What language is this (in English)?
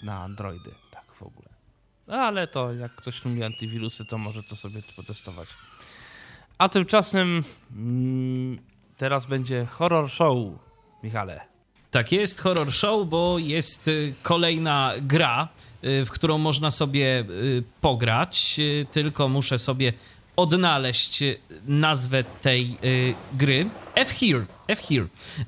Polish